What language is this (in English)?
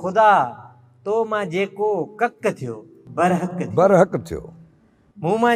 Sindhi